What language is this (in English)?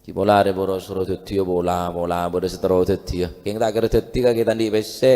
Madurese